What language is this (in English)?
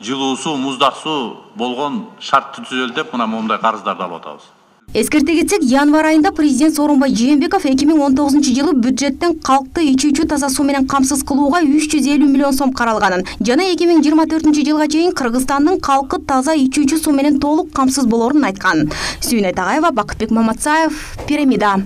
Kyrgyz